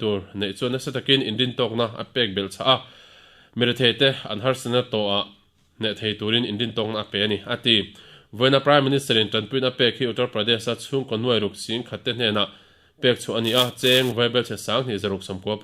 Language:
Mizo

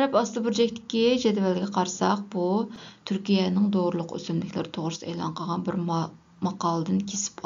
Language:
Uyghur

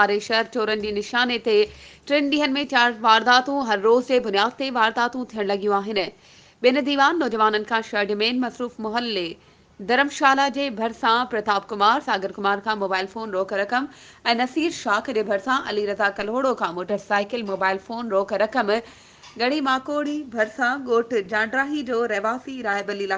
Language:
Sindhi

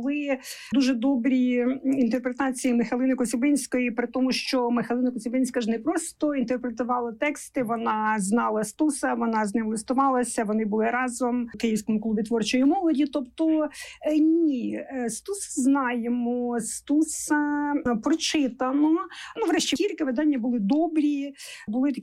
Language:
Ukrainian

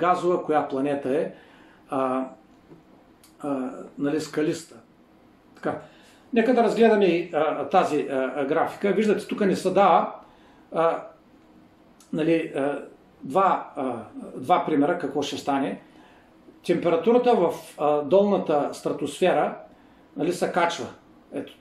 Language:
Bulgarian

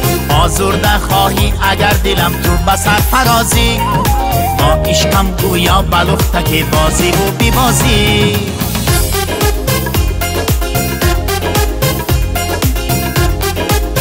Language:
Persian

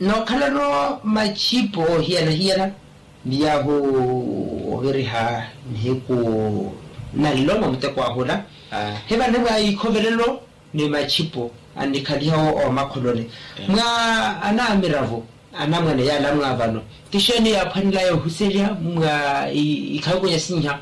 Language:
Makhuwa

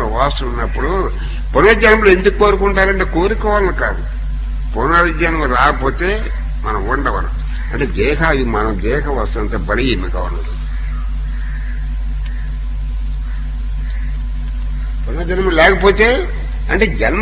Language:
Telugu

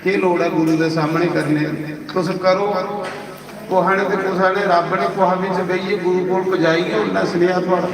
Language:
Dogri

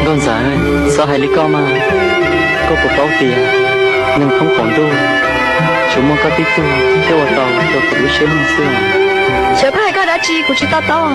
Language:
Hmong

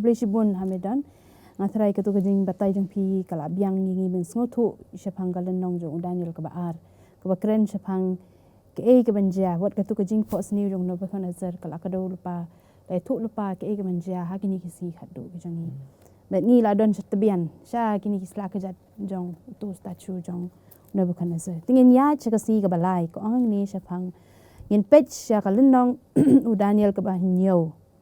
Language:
Khasi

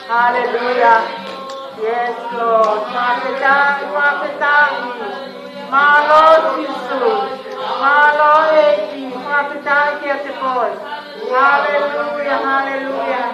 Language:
Tongan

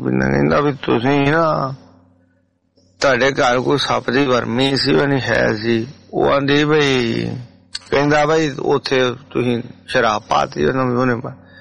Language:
Punjabi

